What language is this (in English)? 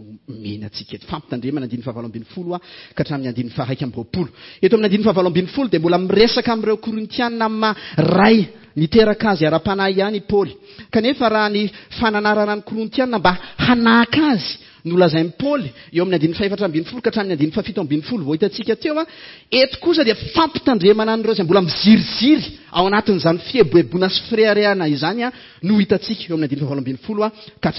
Malagasy